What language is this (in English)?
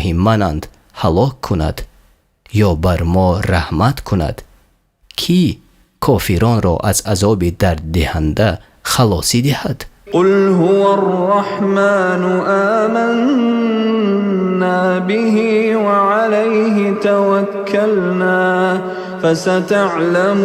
Tajik